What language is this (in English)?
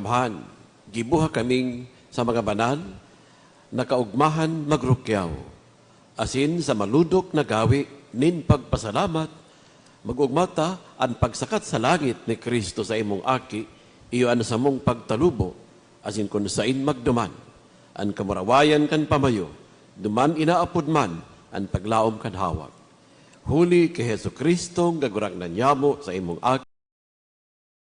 Bikol